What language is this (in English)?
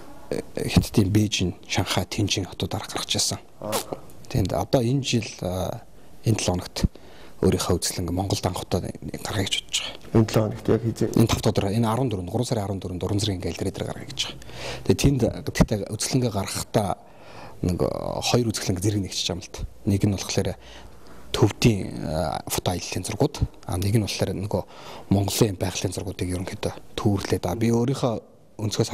Mongolian